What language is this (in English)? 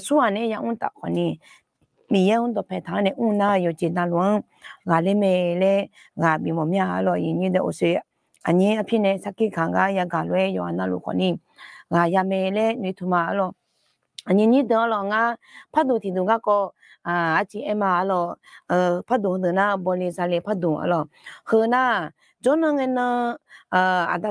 Akha